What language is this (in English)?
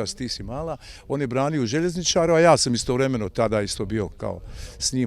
Bosnian